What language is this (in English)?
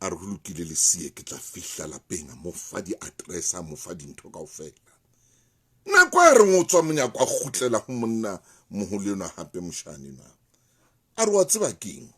Southern Sotho